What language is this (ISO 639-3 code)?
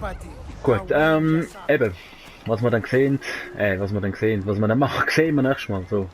gsw